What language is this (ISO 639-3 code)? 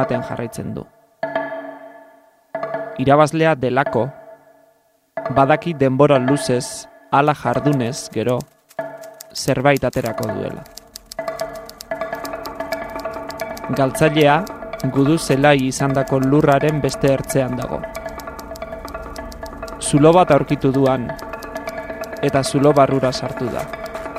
eus